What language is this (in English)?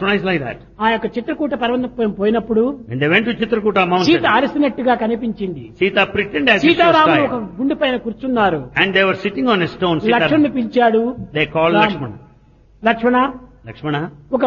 Telugu